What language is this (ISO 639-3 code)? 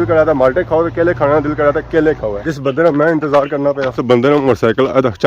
phr